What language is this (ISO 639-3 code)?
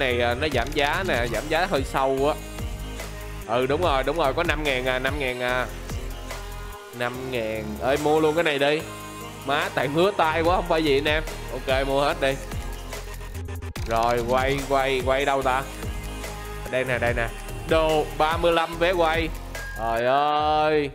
vie